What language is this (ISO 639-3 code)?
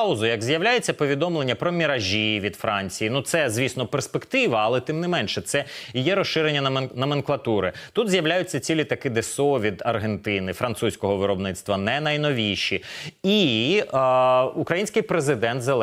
ukr